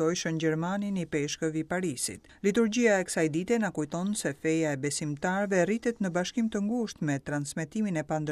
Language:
Albanian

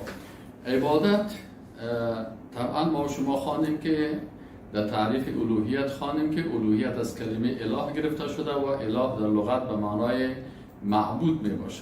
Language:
Persian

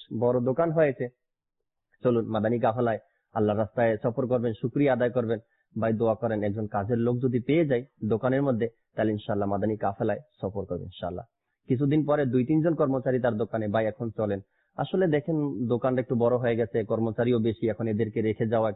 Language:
Bangla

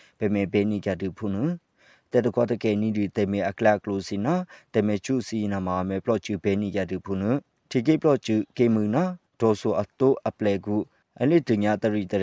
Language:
Burmese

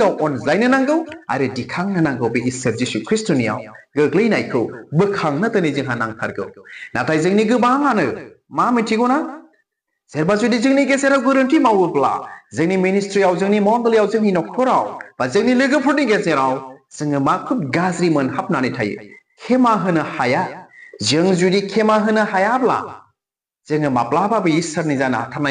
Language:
Bodo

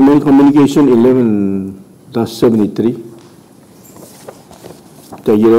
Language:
Palauan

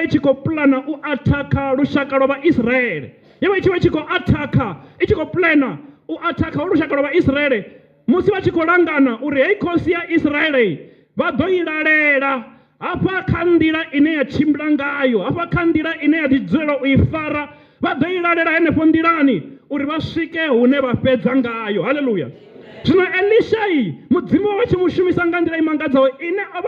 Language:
Venda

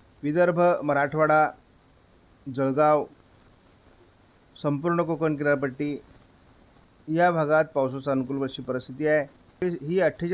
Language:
Marathi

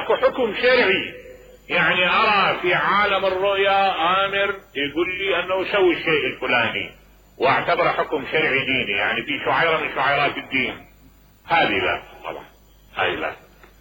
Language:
Mesopotamian Arabic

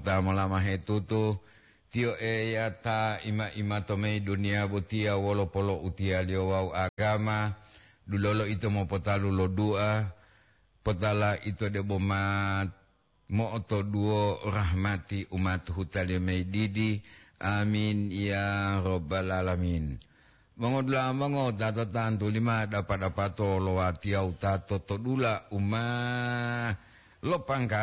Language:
Gorontalo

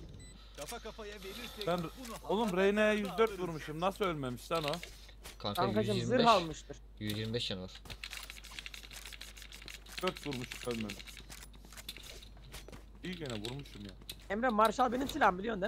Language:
Turkish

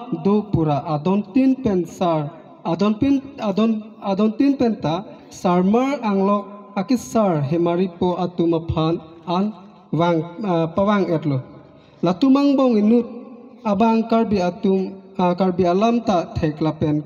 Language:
Karbi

